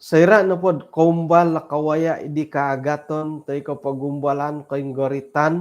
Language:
Central Dusun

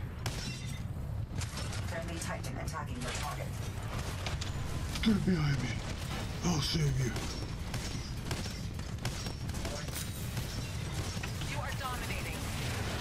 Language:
English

